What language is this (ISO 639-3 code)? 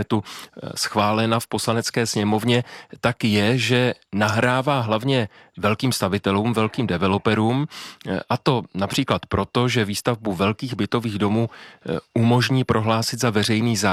ces